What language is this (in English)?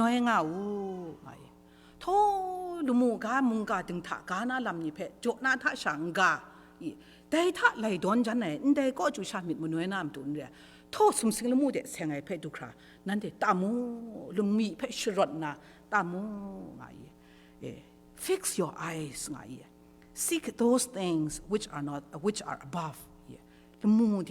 Kachin